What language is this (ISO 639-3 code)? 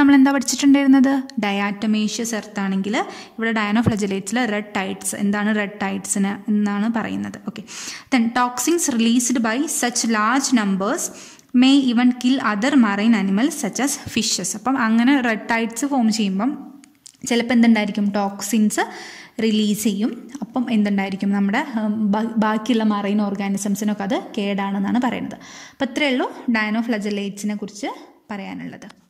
mal